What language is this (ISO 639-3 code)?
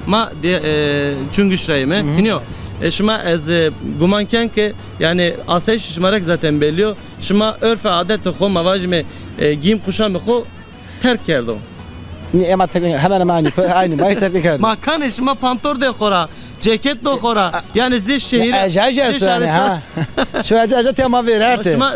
zza